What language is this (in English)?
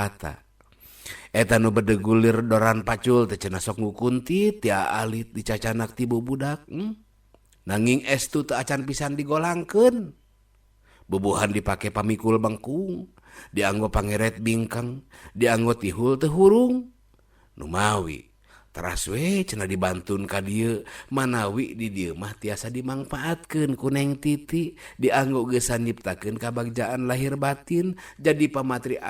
Sundanese